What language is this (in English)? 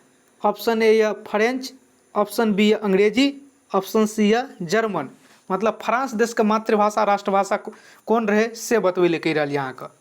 Maithili